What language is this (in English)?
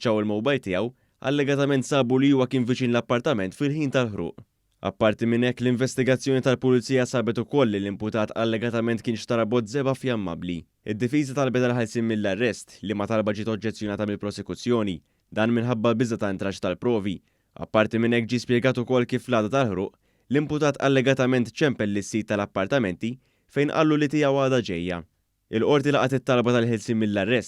Maltese